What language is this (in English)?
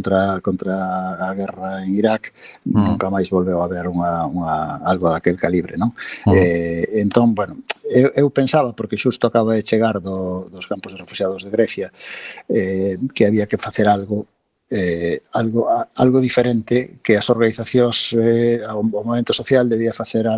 Galician